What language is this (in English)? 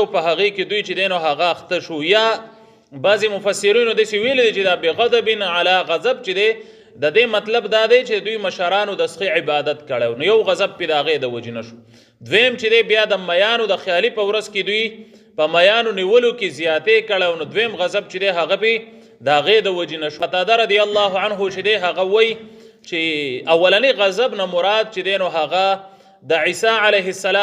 Pashto